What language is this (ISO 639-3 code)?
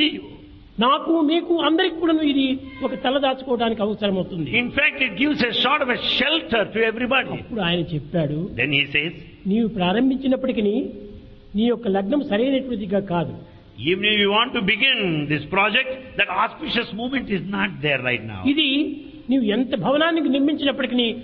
tel